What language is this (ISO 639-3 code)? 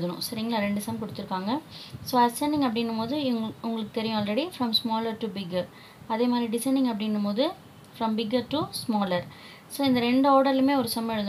tam